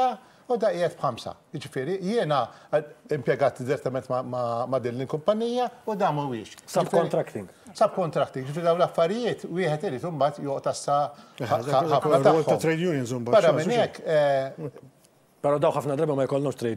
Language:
Maltese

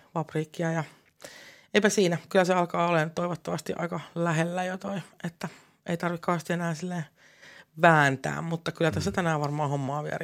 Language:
Finnish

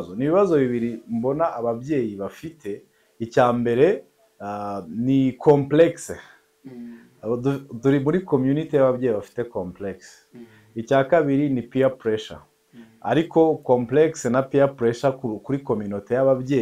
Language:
Kinyarwanda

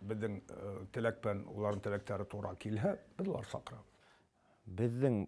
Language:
Bashkir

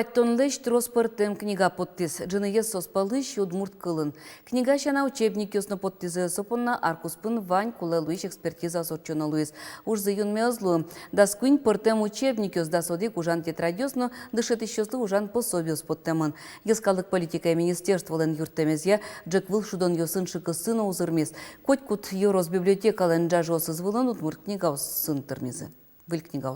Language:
Udmurt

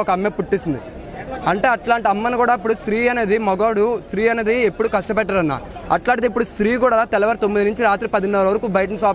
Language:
Telugu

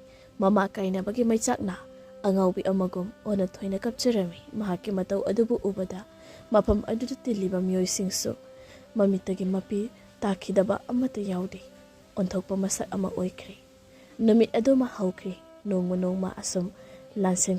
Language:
Manipuri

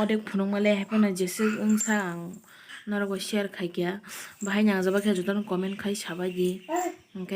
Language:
Kok Borok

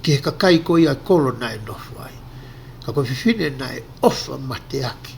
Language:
Tongan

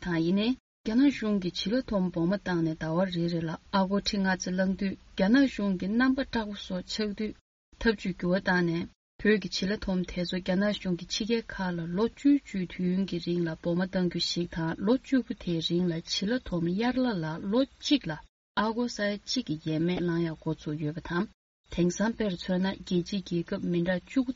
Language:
Tibetan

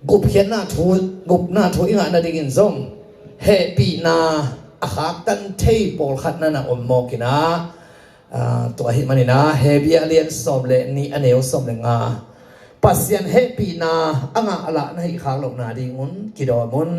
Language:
Tedim Chin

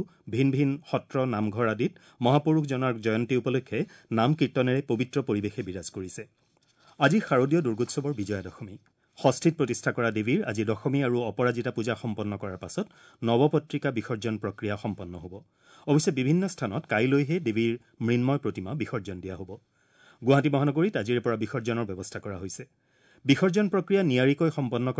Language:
Assamese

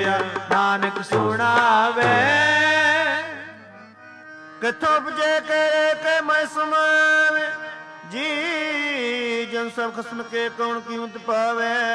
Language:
Punjabi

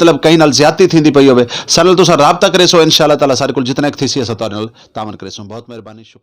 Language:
Saraiki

